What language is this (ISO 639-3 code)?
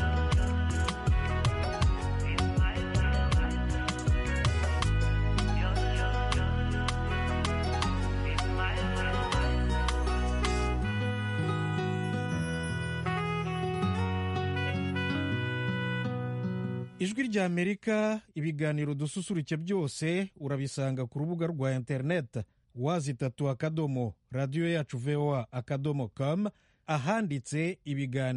kin